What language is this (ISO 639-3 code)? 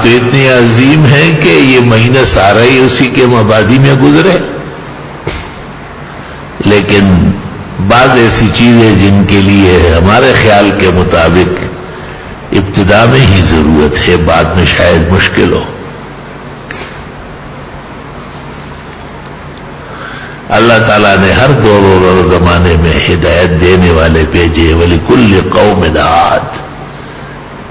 urd